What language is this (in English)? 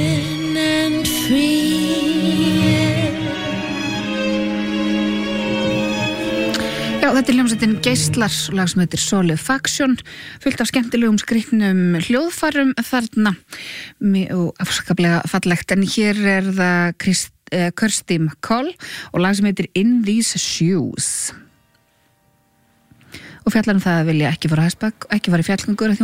Icelandic